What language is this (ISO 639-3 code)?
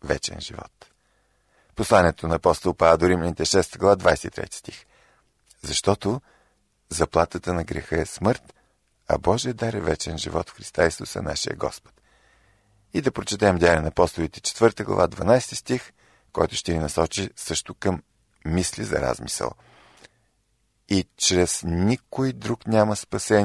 bul